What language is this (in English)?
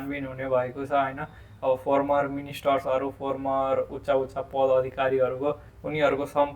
Nepali